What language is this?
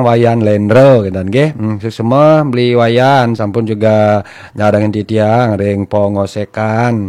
Balinese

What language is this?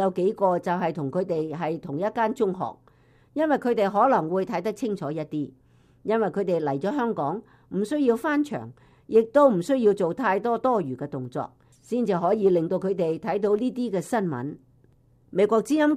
Cantonese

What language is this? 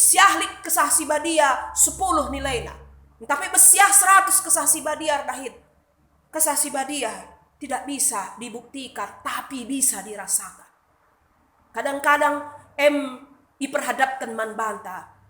Batak Karo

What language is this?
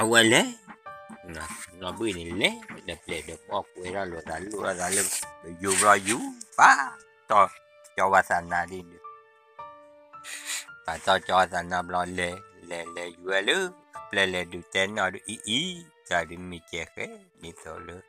S'gaw Karen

